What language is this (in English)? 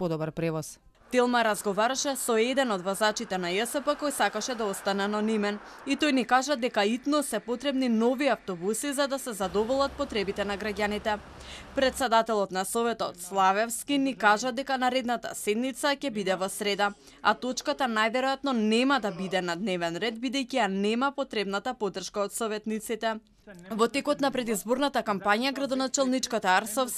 Macedonian